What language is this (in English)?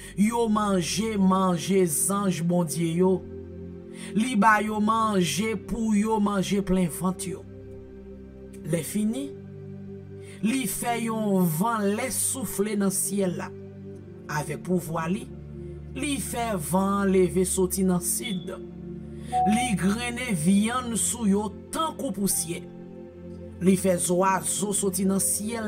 French